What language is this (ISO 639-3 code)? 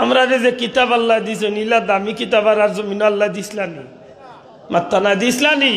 syl